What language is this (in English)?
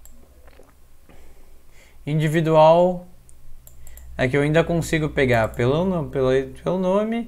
Portuguese